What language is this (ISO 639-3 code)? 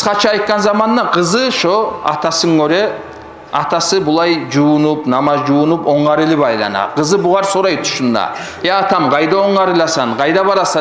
kum